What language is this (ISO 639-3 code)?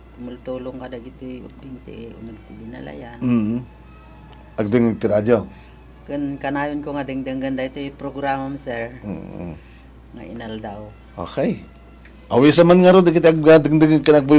ilo